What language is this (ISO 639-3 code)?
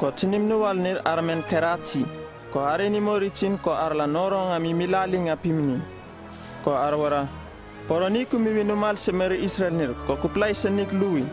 upv